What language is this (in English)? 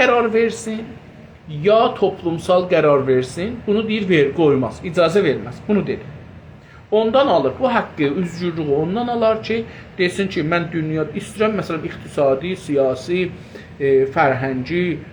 South Azerbaijani